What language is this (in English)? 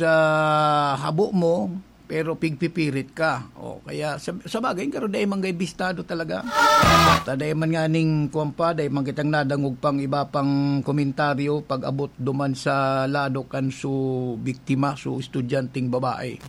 Bikol